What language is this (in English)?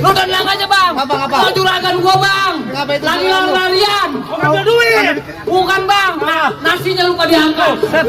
Betawi